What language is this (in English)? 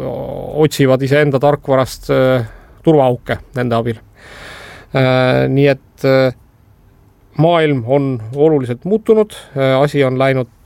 Estonian